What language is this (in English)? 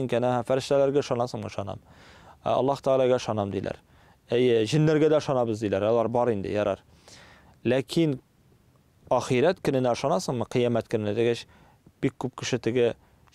Tatar